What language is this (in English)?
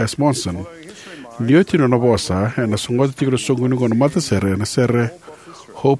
Fijian